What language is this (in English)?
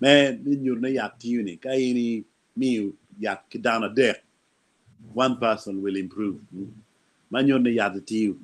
Acoli